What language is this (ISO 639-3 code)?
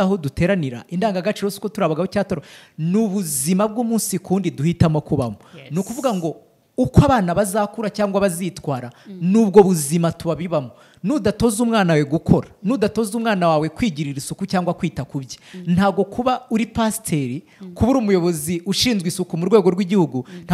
kin